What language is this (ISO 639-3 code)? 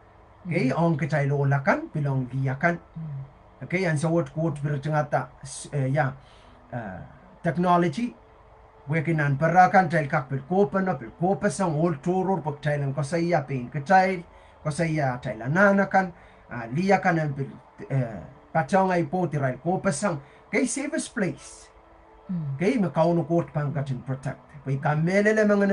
pon